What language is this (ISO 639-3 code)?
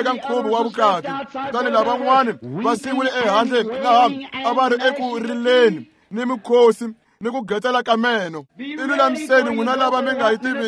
tso